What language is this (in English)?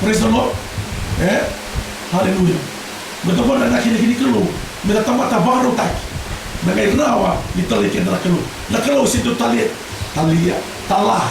Fijian